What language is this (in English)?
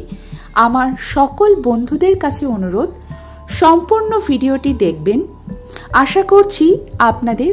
Bangla